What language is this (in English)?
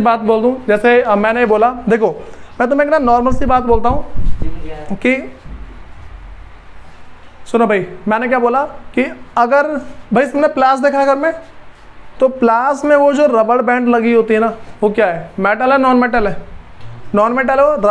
Hindi